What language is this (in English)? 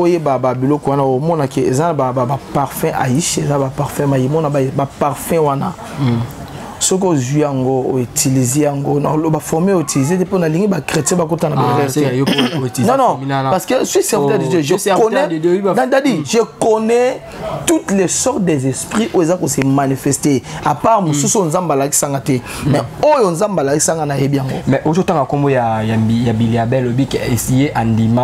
Lingala